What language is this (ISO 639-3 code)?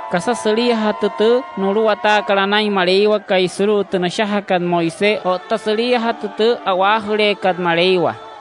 guc